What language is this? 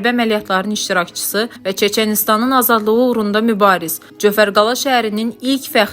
Azerbaijani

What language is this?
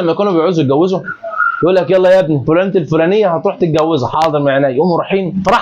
Egyptian Arabic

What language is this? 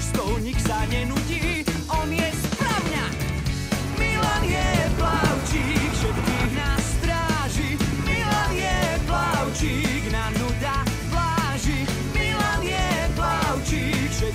Slovak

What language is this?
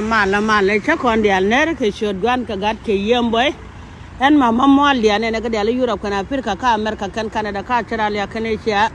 Nuer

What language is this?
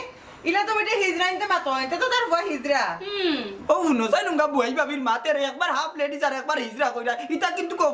Sylheti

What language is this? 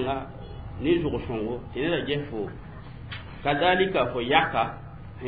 Mossi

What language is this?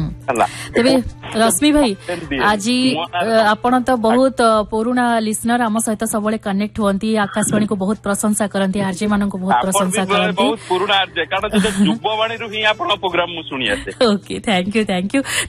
Odia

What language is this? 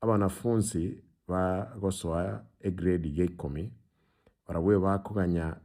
Gusii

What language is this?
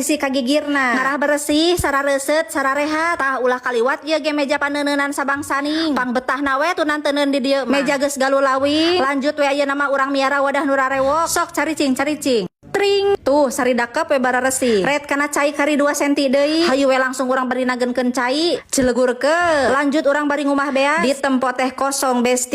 Sundanese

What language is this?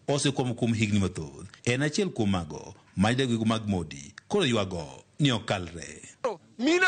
Luo (Kenya and Tanzania)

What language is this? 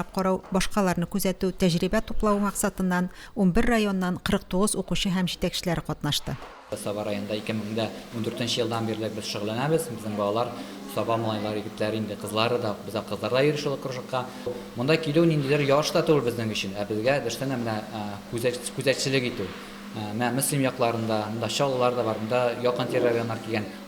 Tatar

